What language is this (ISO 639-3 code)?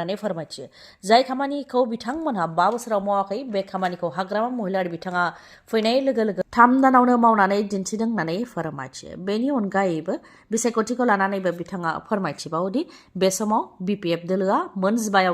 brx